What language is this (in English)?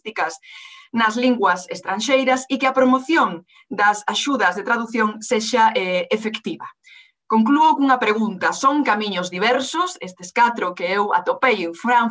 Galician